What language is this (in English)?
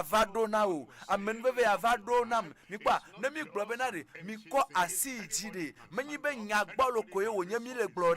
Ewe